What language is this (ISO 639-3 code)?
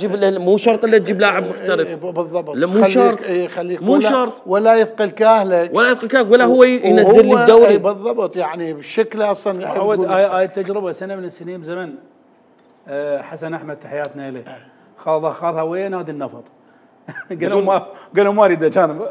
acm